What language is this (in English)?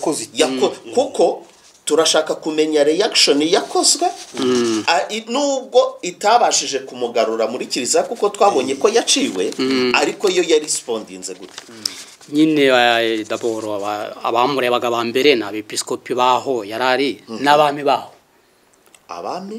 Kinyarwanda